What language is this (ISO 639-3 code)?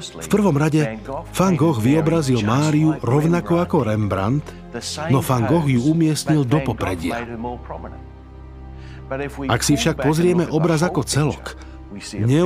slk